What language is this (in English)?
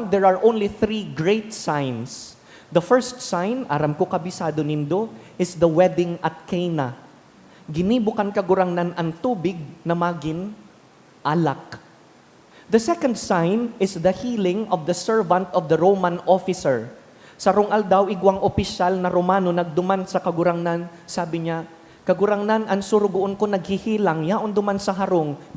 Bikol